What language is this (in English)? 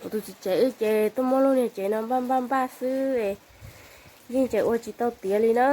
Hmong